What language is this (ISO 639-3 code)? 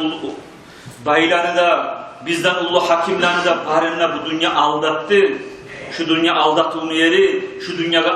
kum